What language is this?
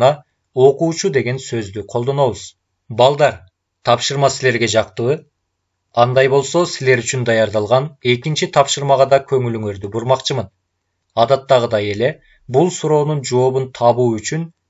Kyrgyz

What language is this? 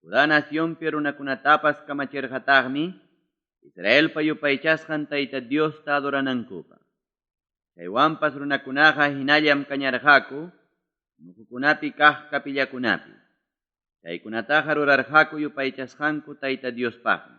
Ayacucho Quechua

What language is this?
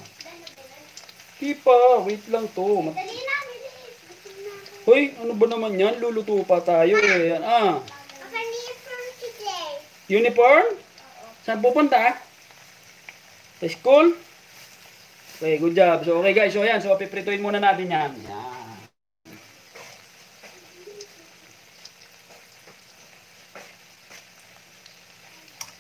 Filipino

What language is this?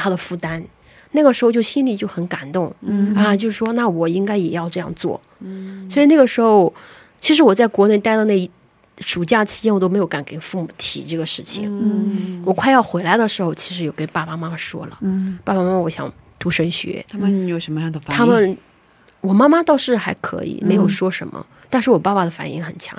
Chinese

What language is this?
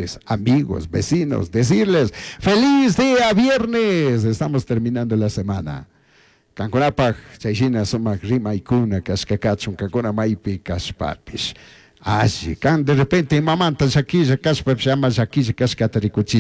Chimborazo Highland Quichua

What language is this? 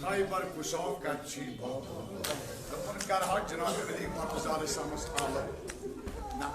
Kashmiri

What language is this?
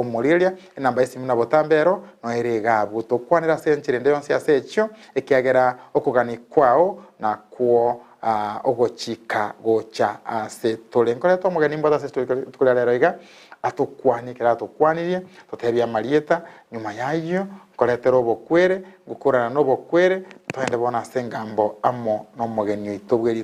Gusii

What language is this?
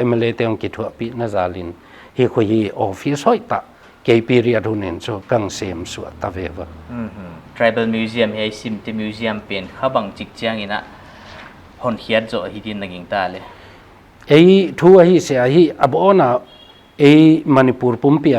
Paite Chin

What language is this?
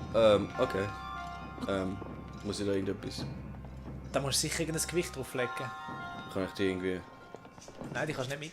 Swiss German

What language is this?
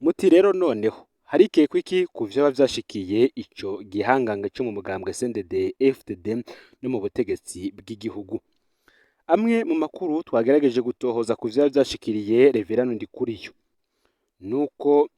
Rundi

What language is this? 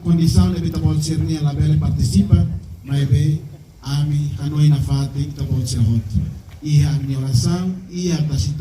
Tetum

